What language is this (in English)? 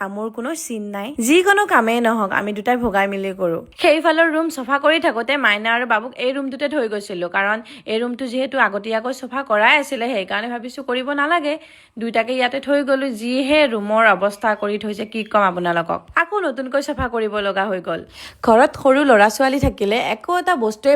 Assamese